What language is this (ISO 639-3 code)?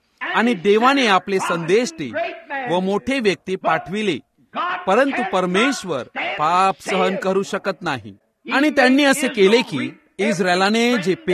mar